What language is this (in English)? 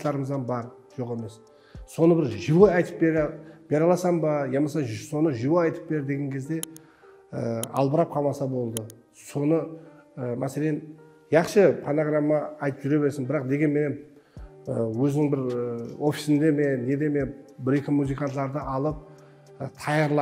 Kara-Kalpak